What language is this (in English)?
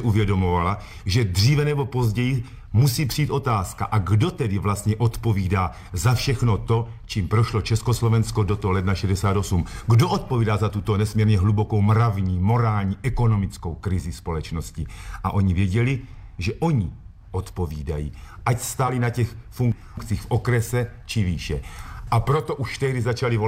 Czech